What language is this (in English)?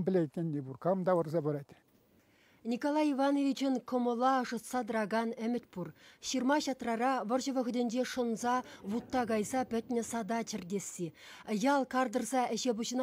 Chuvash